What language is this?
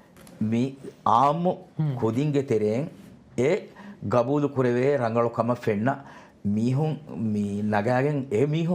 Divehi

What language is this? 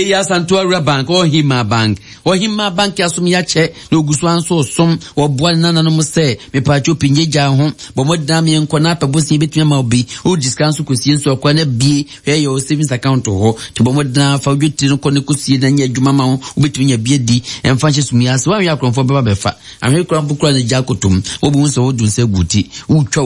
Akan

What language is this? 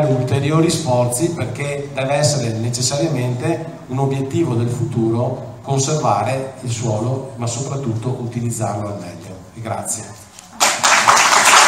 Italian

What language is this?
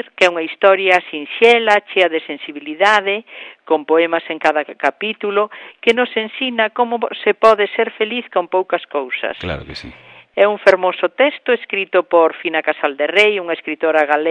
Galician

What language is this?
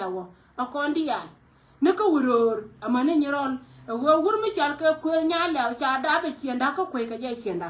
Nuer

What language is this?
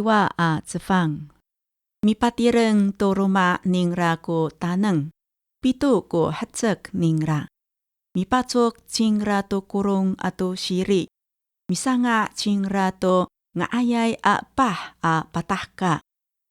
Amis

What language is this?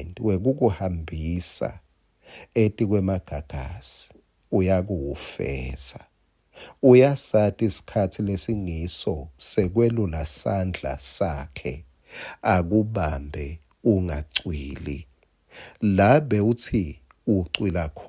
Swati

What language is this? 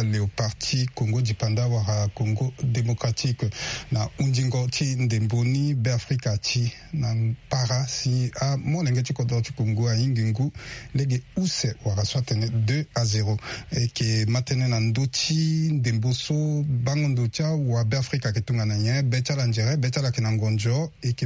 Sango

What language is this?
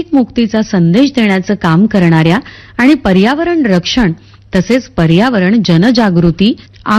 Marathi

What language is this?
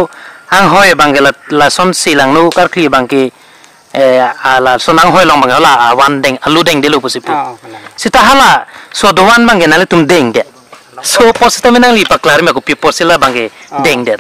Karbi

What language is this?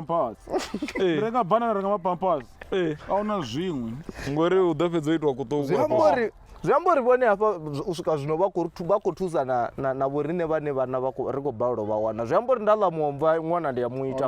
Venda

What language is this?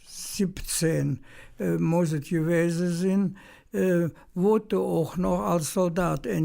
Colognian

